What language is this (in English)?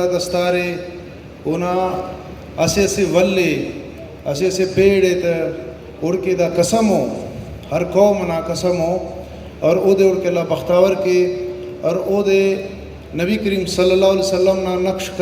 Brahui